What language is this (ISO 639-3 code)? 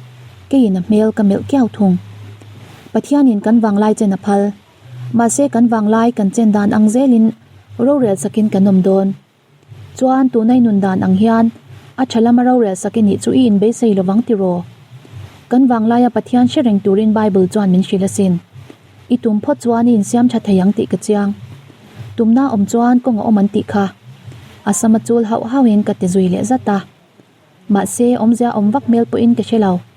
lus